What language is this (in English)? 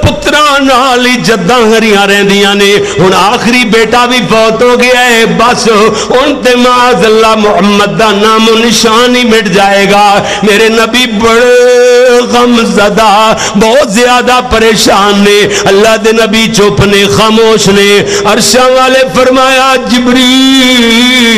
Western Panjabi